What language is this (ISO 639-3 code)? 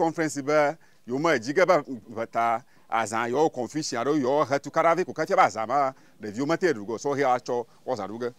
ewe